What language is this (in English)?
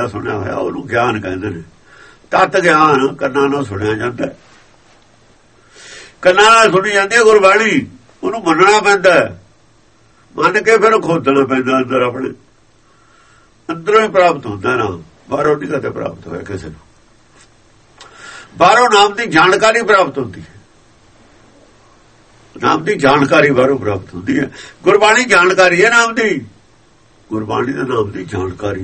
Punjabi